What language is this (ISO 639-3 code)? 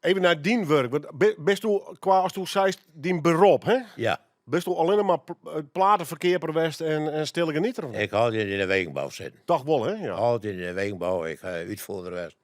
fry